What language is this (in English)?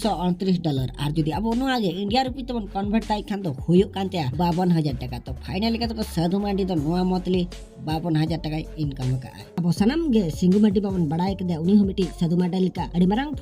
Santali